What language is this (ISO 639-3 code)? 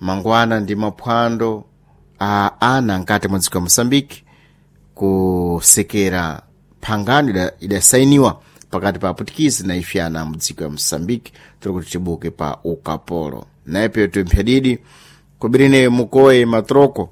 seh